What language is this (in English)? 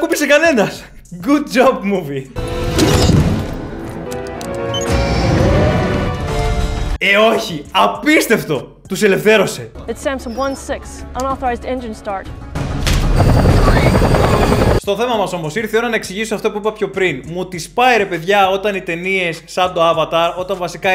Greek